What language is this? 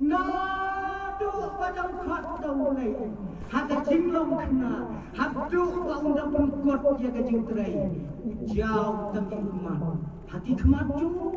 Khasi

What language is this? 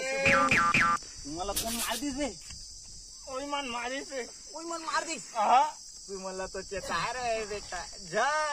Chhattisgarhi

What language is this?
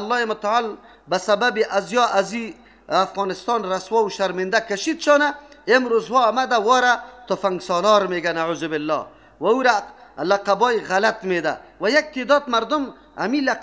Persian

